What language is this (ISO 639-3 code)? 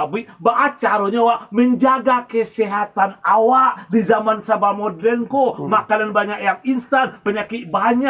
min